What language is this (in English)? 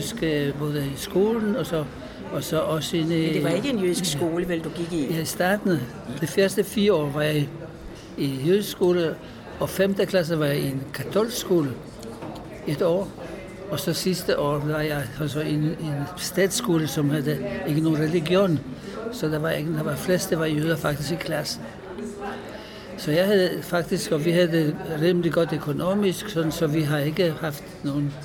Danish